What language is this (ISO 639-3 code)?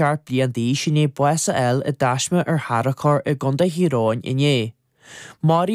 gle